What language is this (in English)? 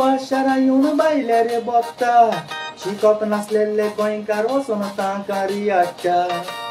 Konkani